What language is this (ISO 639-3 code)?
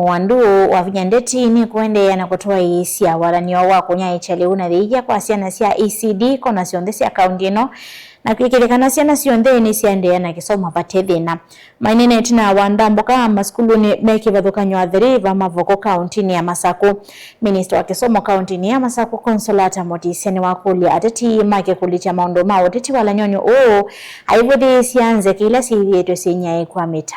kam